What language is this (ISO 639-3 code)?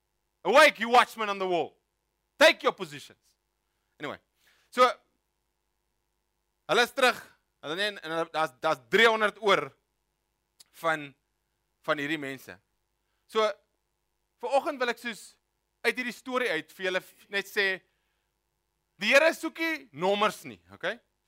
afr